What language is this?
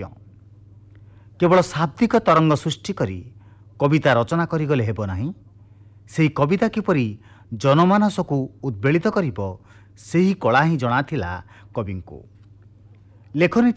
Odia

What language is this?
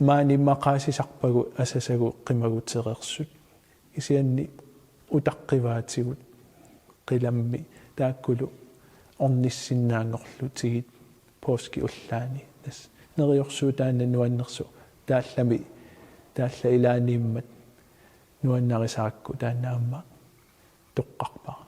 Kalaallisut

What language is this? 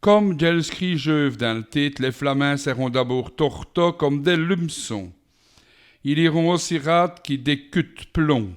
Walloon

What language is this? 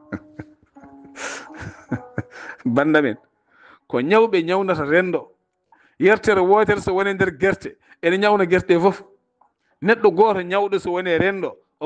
Fula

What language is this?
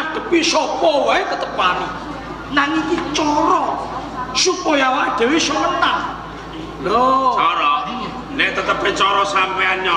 Javanese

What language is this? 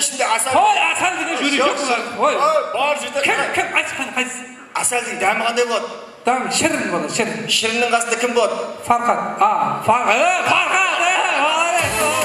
Kara-Kalpak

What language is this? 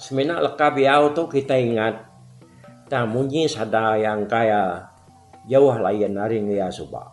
Iban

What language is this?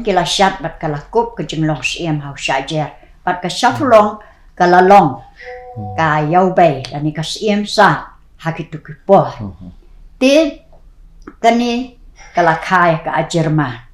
Khasi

